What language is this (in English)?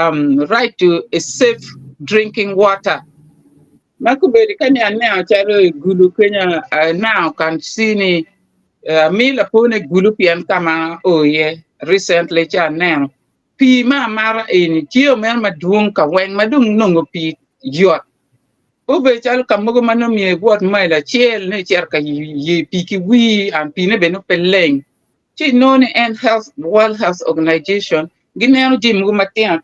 Acoli